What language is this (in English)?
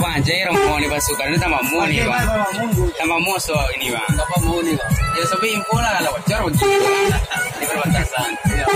Minangkabau